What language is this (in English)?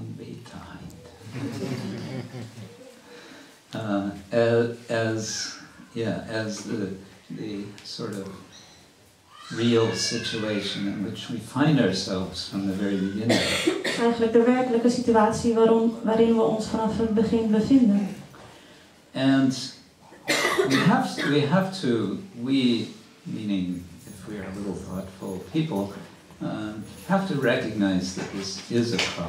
Dutch